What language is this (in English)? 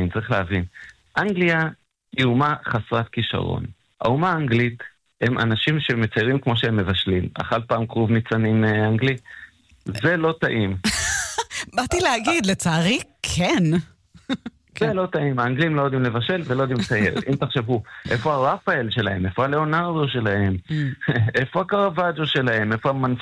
Hebrew